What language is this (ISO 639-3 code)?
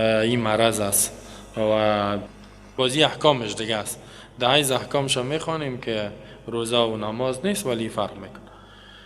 fas